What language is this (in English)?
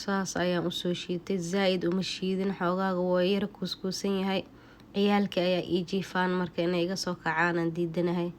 Somali